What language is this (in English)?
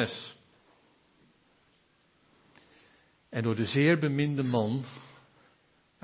Dutch